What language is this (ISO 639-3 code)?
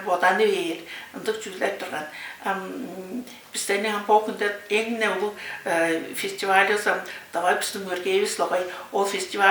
tyv